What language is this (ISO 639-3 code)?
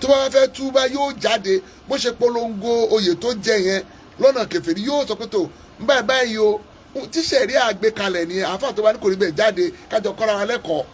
yor